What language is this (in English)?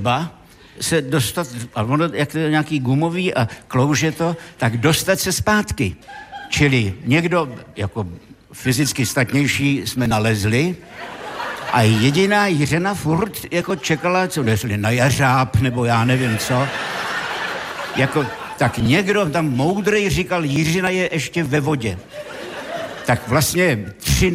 Czech